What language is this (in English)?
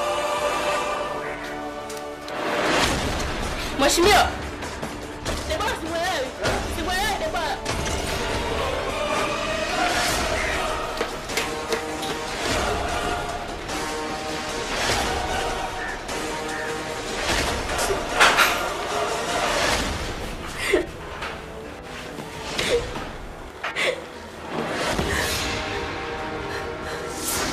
Swahili